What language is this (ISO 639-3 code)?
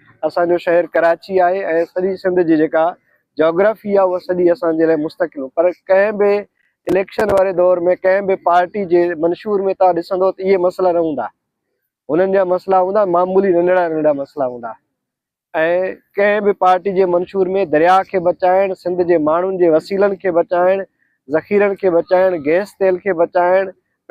snd